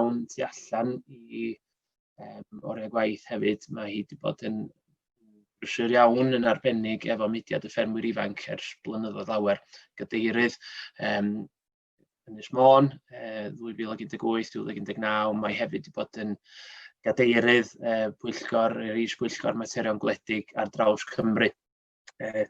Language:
Welsh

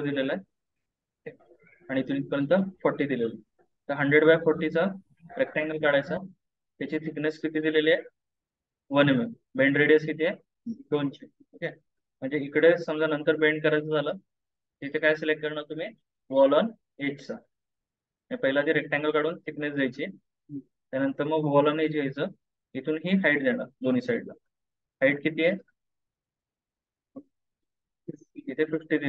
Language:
Marathi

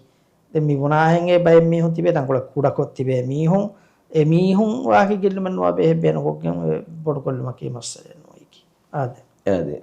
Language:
Divehi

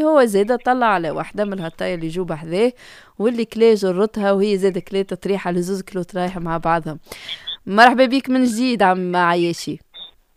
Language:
Tunisian Arabic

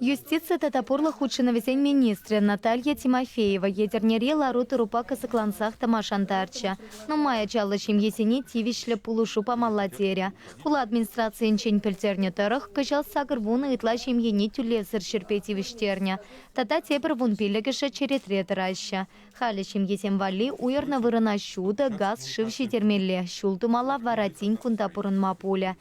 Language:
Chuvash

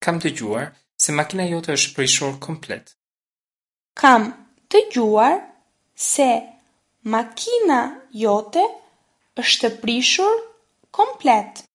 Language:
Albanian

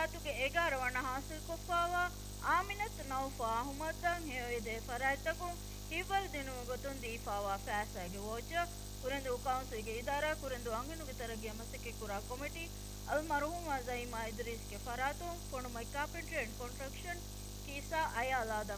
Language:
Divehi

